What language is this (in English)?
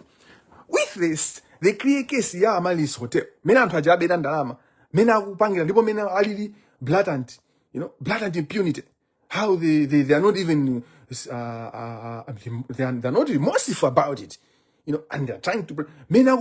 Nyanja